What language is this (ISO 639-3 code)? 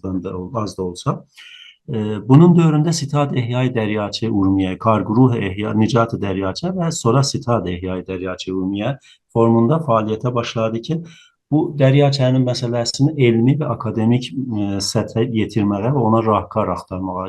azb